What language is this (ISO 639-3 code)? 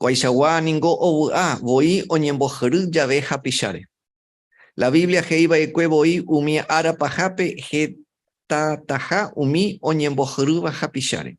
grn